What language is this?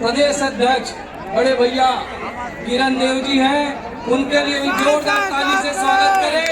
Chhattisgarhi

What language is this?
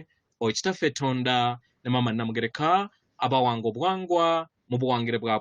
Ganda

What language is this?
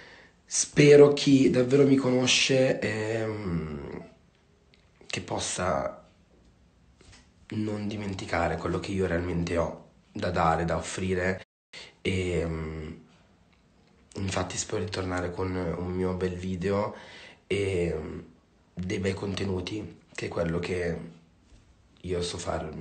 Italian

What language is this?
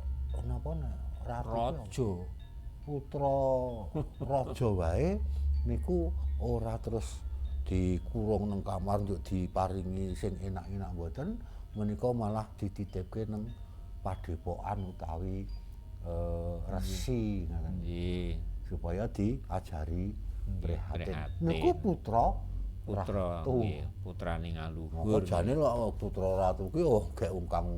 Javanese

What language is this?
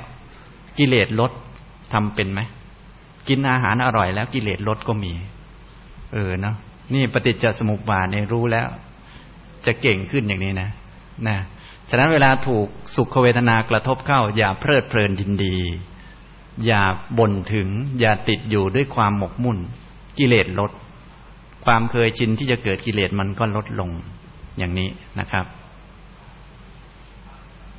Thai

